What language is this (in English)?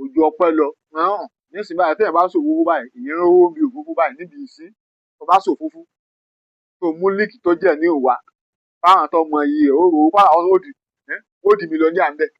Yoruba